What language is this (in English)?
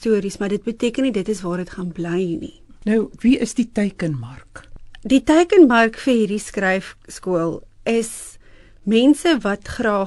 Afrikaans